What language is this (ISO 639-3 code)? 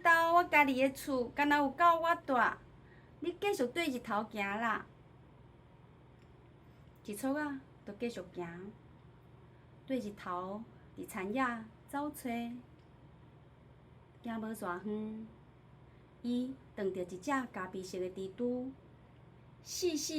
nan